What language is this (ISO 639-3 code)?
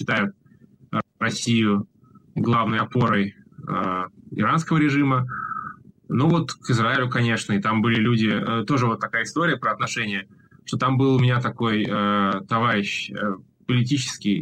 rus